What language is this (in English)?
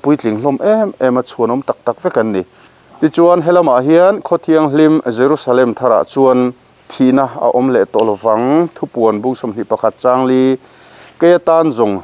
Mizo